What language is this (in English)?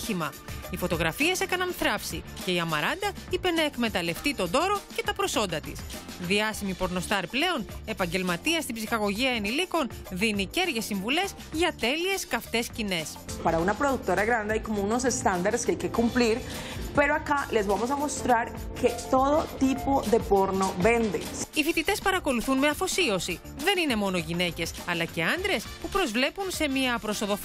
Greek